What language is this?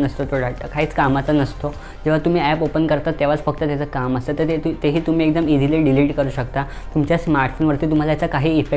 Marathi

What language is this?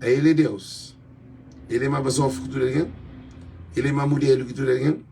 Kabuverdianu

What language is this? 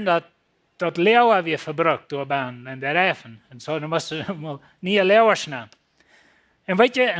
Plautdietsch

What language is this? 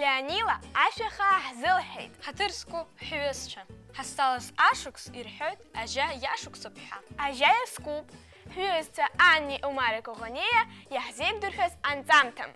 Abkhazian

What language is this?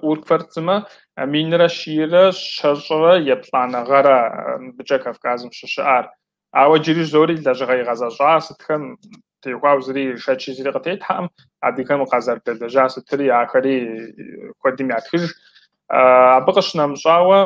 Kabardian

